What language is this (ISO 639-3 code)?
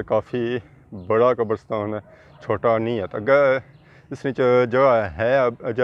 phr